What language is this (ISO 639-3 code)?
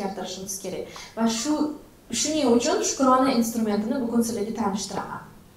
uzb